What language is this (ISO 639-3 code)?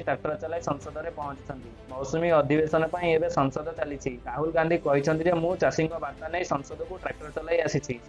ori